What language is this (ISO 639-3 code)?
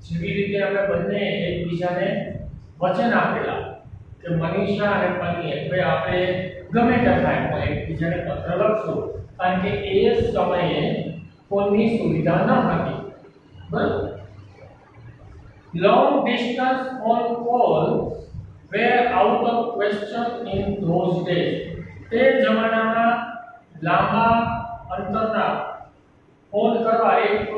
guj